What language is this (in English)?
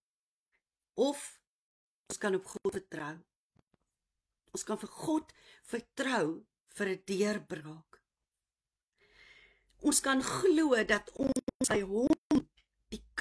Afrikaans